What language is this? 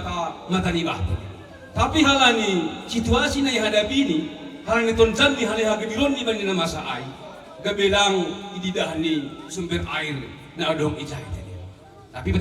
Batak Simalungun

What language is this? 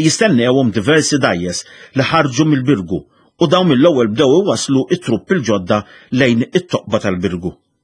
Maltese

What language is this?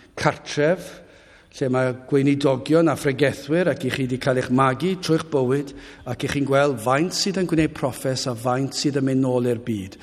Welsh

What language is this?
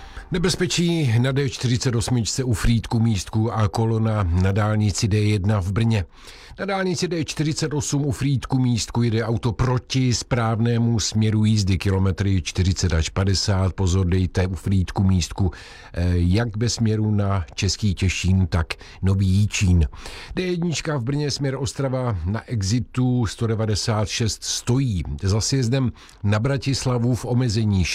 Czech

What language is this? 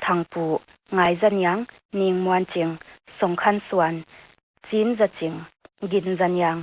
Paite Chin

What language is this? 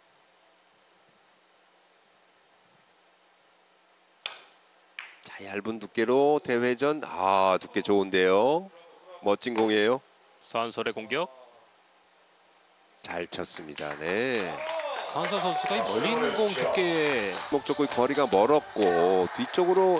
Korean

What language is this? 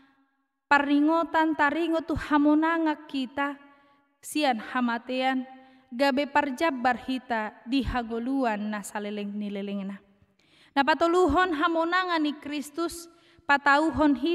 Batak Toba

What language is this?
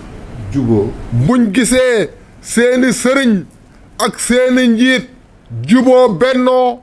Wolof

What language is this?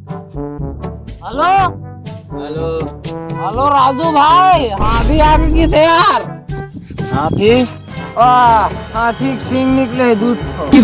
Chhattisgarhi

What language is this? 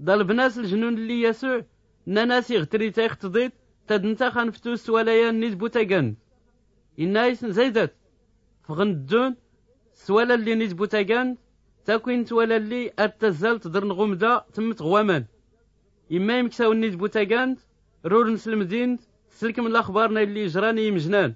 Tachelhit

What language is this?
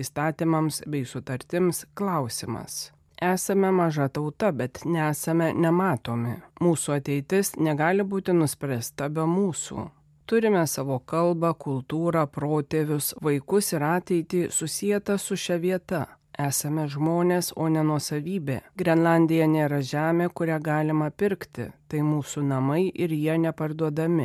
Lithuanian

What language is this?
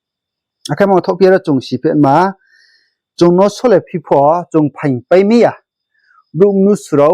Riang (India)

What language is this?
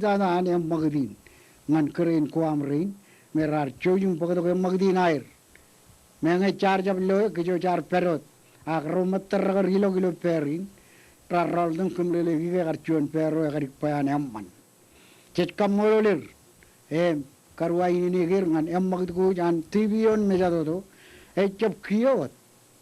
Marshallese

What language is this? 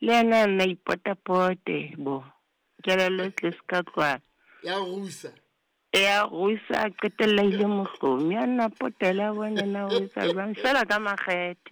Southern Sotho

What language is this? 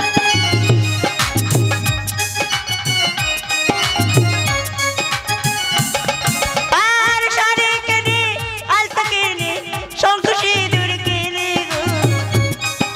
Bangla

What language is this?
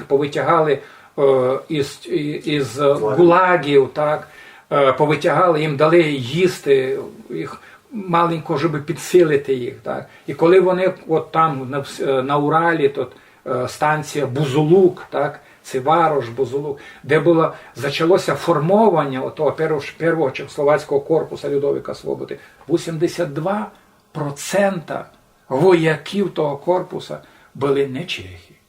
Rusyn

